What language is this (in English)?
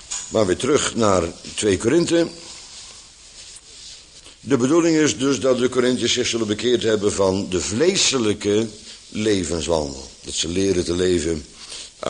Dutch